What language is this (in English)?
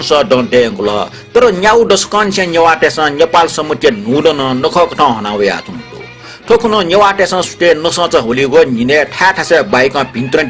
Newari